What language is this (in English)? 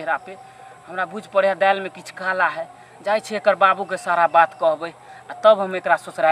Maithili